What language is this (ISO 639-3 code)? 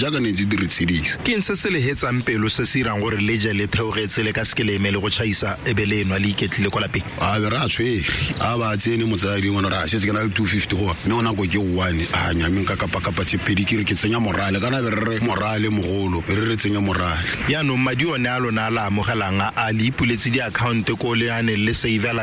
tsn